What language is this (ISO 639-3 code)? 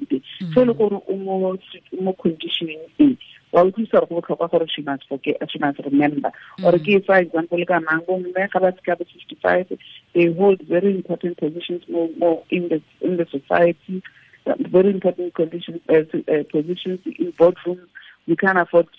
tsn